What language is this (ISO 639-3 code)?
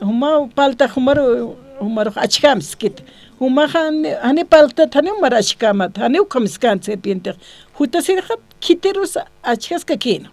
aym